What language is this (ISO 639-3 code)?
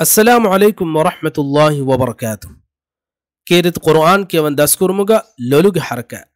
div